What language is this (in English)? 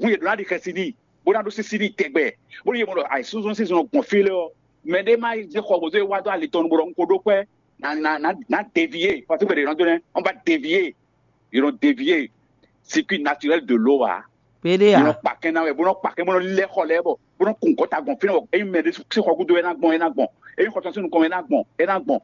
Fon